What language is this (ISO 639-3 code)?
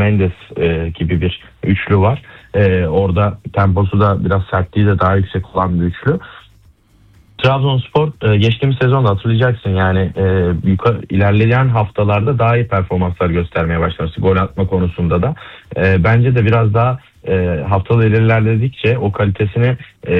tur